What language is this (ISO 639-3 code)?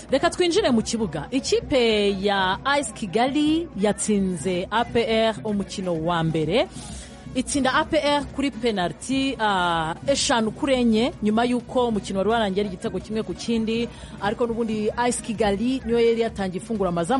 kin